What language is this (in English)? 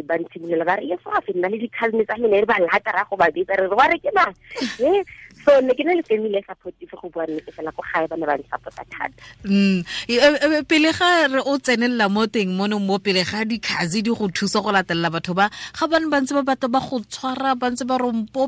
Tswana